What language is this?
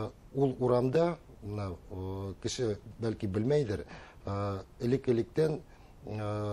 Bashkir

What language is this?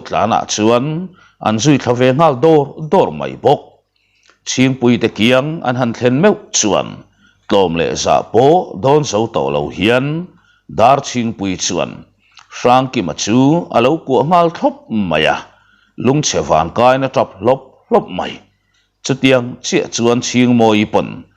Mizo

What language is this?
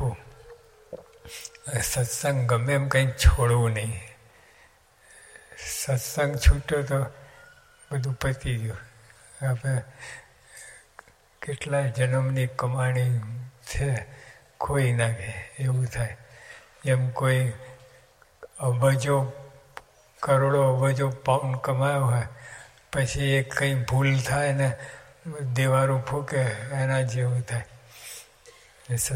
Gujarati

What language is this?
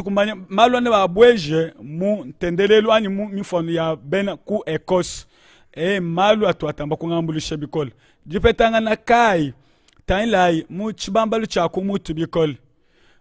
Luba-Lulua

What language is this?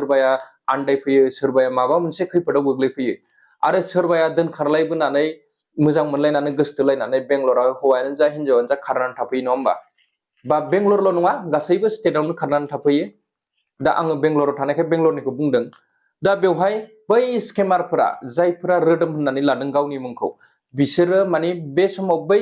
Bodo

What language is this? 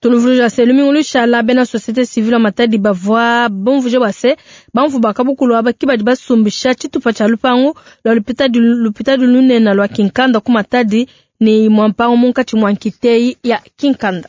Luba-Lulua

